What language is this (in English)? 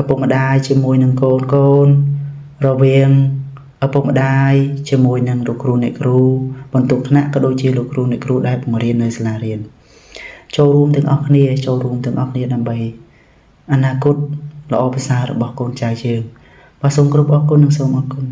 Khmer